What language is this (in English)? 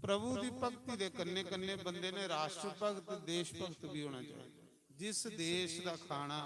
Dogri